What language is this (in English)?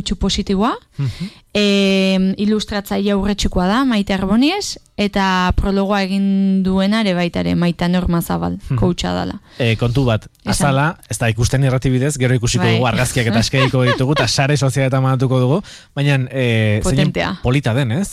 Basque